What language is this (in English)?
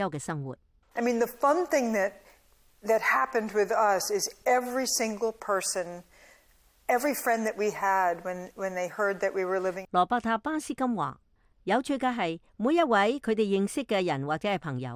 Cantonese